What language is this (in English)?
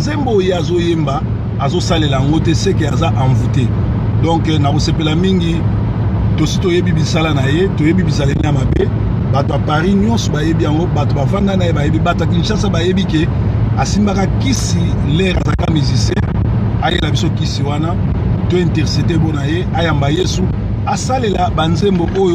Lingala